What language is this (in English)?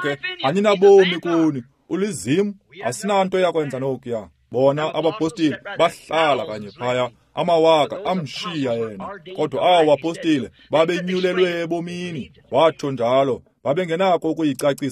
Xhosa